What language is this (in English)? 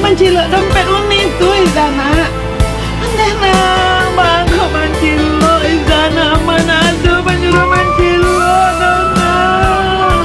Minangkabau